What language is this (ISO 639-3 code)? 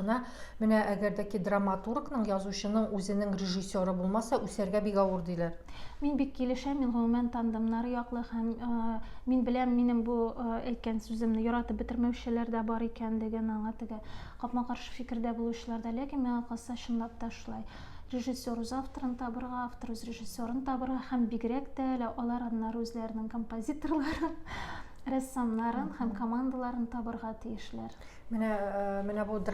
tat